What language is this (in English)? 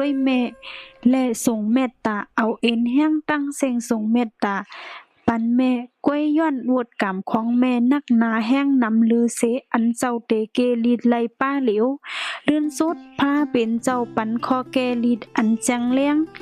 Shan